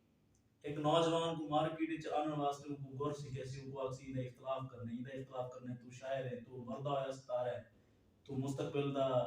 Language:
Saraiki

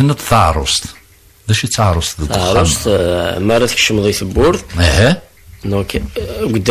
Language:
Kabyle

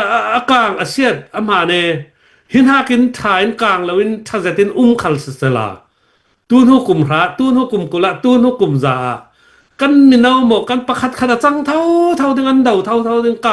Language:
Falam Chin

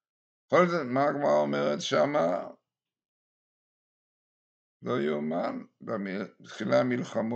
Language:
Hebrew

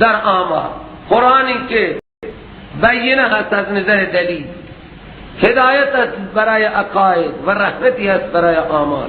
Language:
Persian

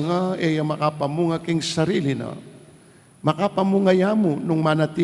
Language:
Pampanga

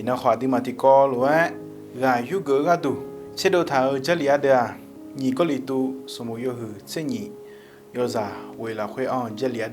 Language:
Akha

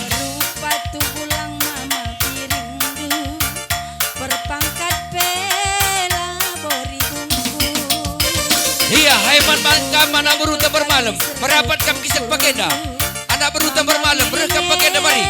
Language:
Batak Karo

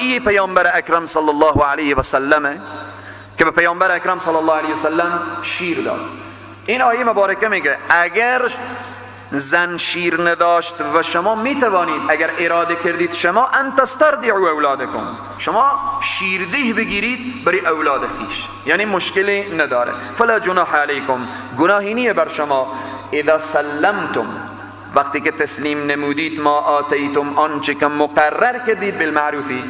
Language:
Persian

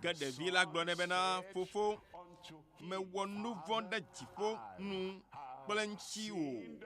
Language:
Ewe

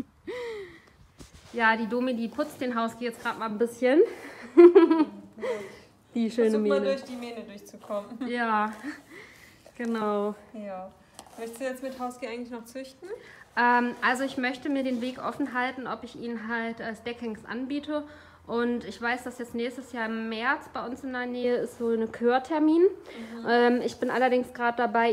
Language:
German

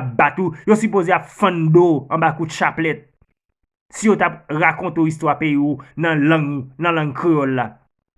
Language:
Haitian Creole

